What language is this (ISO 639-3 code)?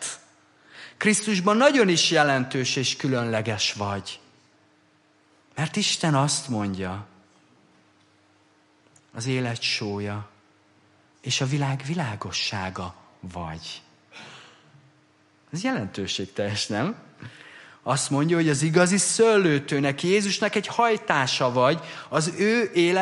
hun